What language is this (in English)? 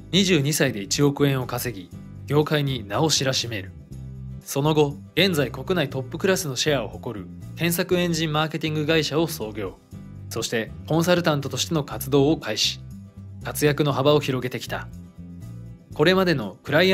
Japanese